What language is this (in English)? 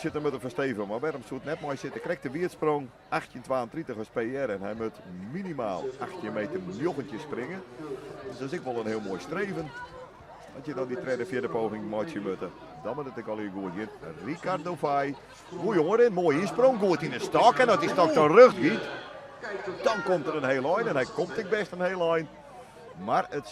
Western Frisian